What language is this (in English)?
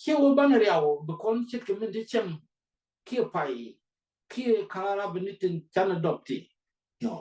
Nuer